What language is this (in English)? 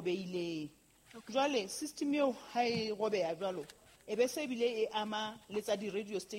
Southern Sotho